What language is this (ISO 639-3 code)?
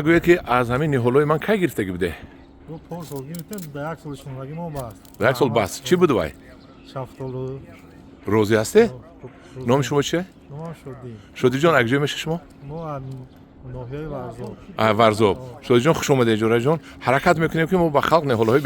tgk